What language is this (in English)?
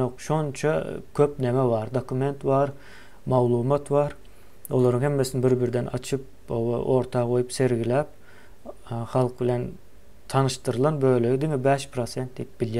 Turkmen